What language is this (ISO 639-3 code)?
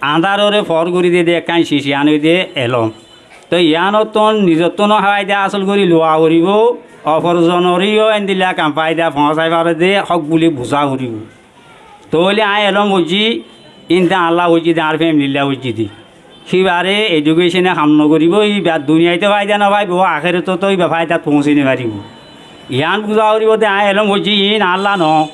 rhg